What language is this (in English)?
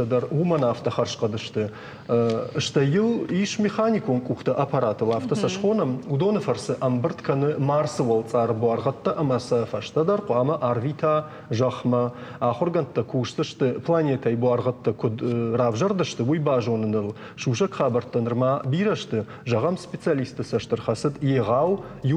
Ossetic